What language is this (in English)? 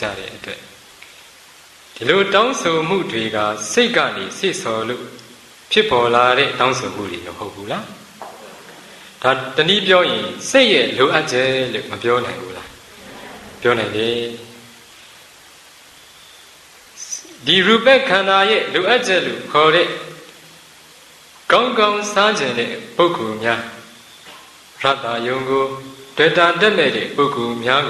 Burmese